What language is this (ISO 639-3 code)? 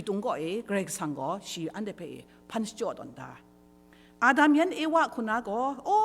kac